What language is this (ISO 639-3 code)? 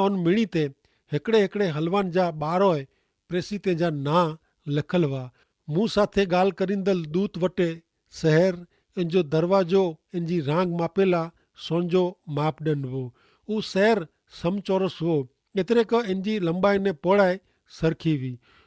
kfr